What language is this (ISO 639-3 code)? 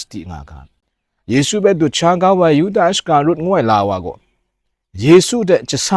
kac